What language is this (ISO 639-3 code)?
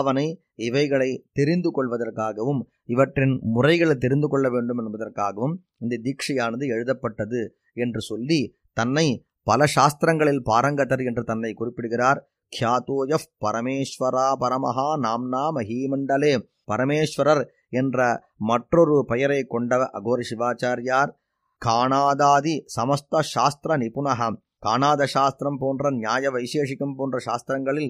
tam